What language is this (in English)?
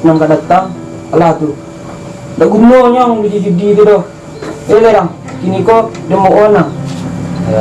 Minangkabau